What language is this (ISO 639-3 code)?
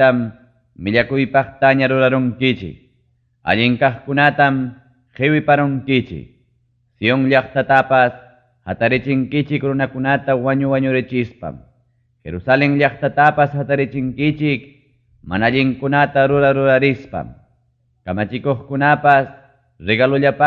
quy